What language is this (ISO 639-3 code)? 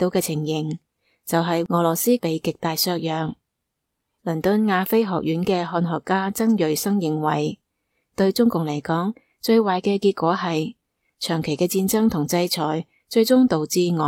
yue